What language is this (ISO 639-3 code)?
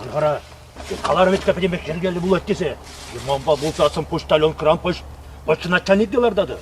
chv